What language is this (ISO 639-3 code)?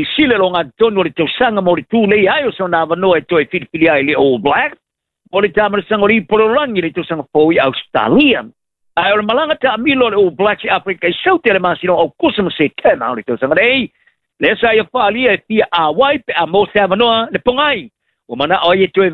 smo